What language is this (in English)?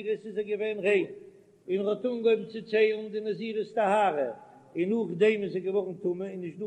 Yiddish